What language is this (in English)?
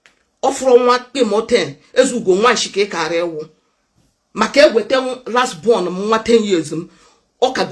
Igbo